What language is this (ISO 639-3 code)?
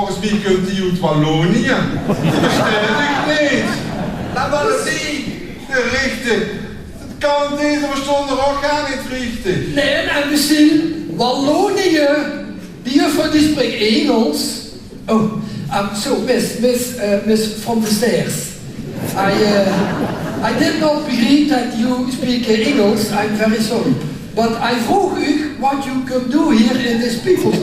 lim